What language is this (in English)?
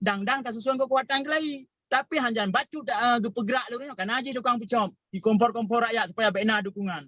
Achinese